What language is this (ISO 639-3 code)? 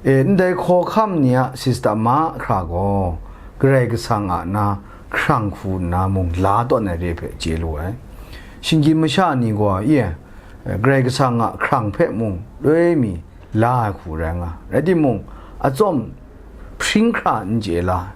kac